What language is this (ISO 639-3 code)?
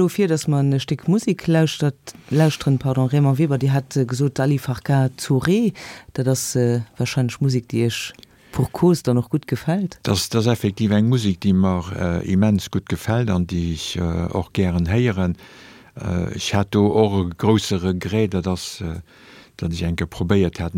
ltz